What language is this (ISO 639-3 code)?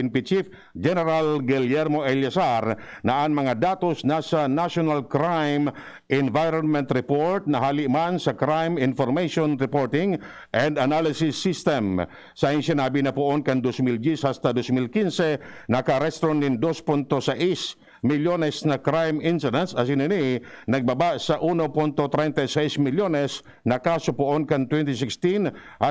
bik